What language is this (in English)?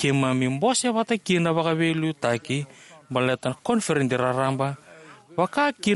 Fijian